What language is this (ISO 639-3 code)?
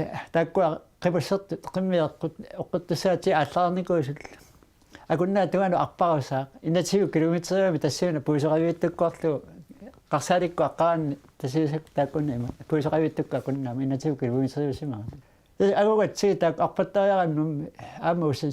kal